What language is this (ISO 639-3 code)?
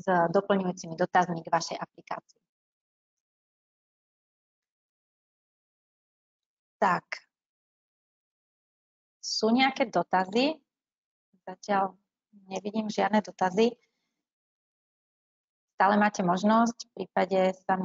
slk